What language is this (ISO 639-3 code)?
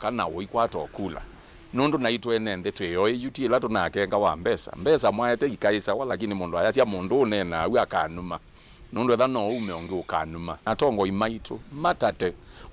kam